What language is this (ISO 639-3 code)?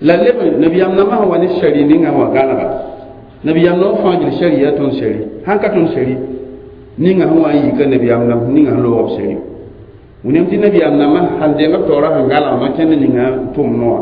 mos